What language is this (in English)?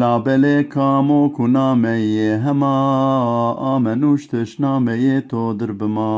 Zaza